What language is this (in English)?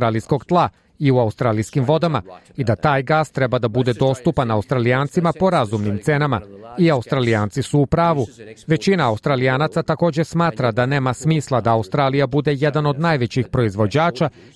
Serbian